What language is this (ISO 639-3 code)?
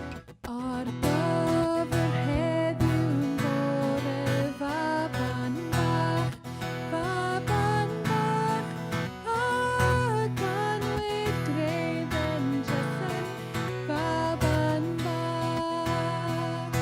cym